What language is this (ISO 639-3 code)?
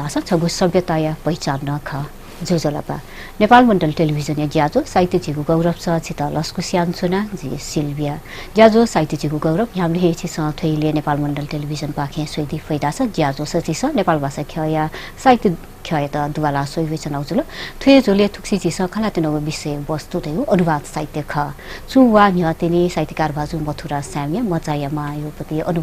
new